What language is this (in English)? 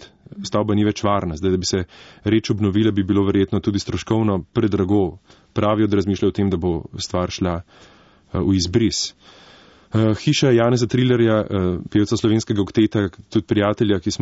Slovenian